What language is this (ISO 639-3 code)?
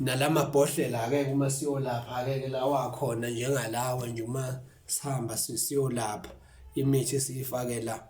zul